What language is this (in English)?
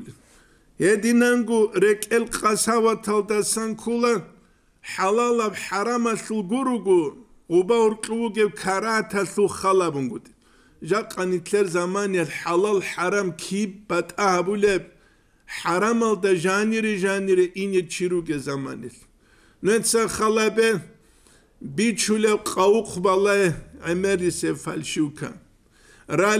Avaric